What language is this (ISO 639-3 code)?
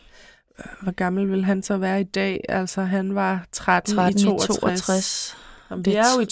dan